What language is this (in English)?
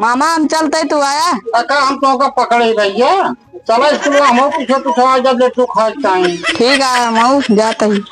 Awadhi